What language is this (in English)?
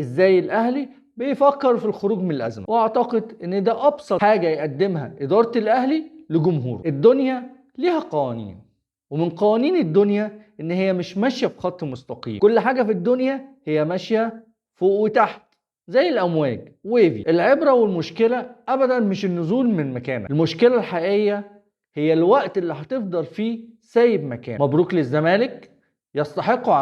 Egyptian Arabic